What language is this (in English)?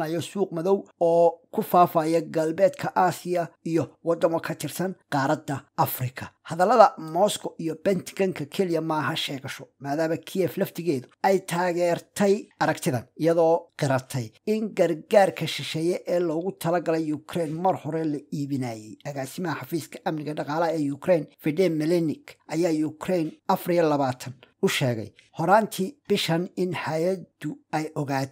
Somali